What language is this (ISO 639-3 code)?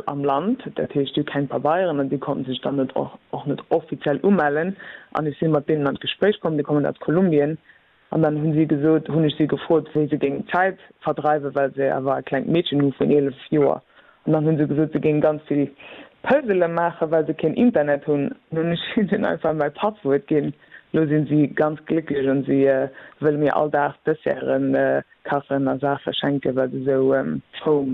ltz